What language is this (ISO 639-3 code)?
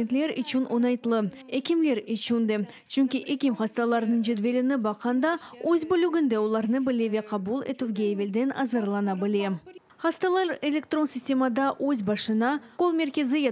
crh